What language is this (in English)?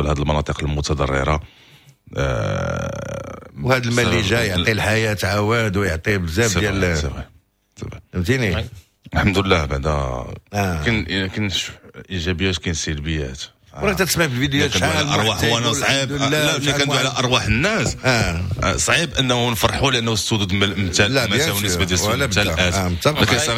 Moroccan Arabic